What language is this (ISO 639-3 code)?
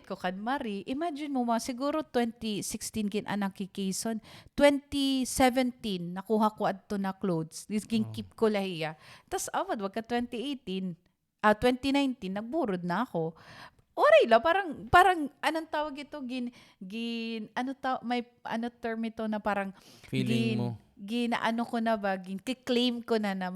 war